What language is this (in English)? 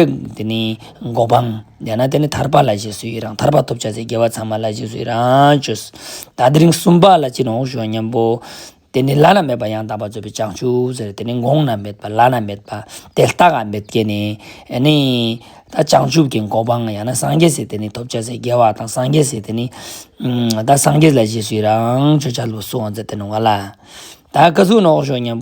Ladakhi